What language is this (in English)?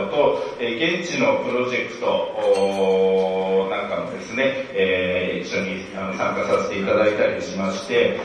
Japanese